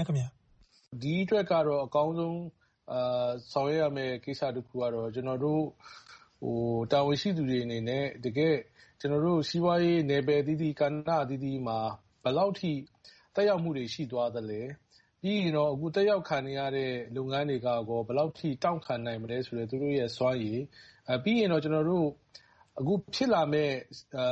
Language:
Burmese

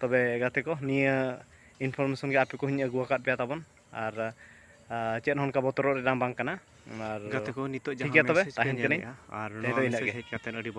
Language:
Santali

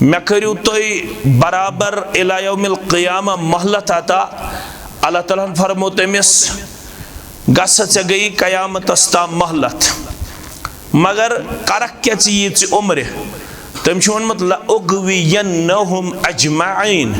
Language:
Kashmiri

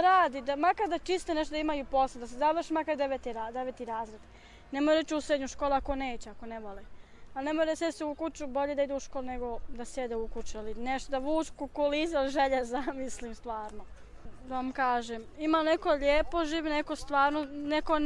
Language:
Bosnian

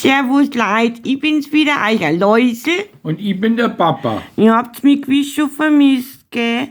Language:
Bavarian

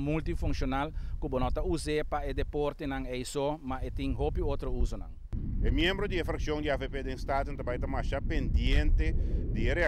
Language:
Papiamento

